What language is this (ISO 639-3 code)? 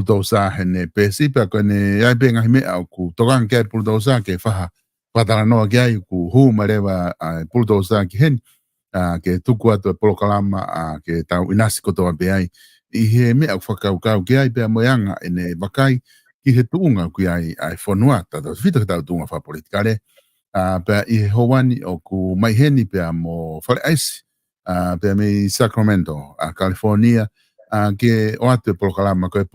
ton